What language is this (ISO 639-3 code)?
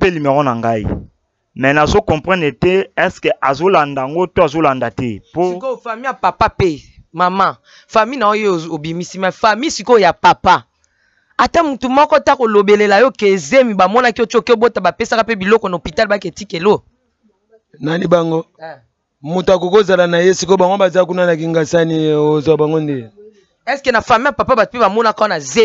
lin